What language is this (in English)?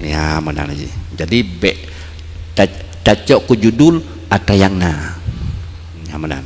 Achinese